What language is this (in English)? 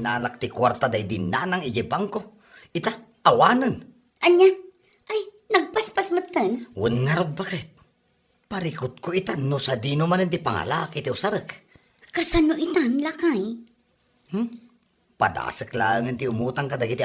Iloko